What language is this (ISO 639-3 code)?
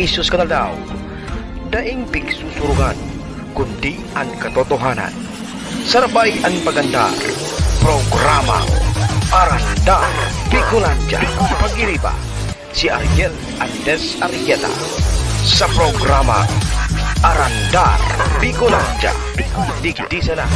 bik